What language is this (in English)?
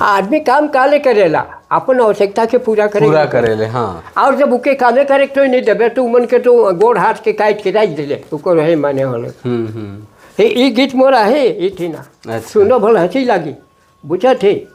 Sadri